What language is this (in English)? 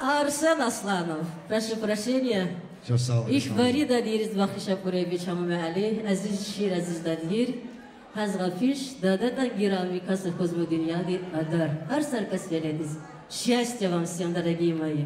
Tabassaran